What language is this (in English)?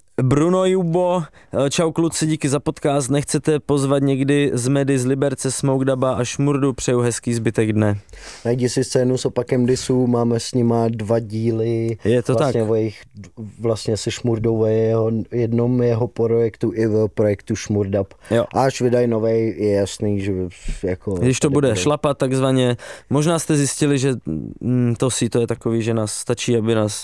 Czech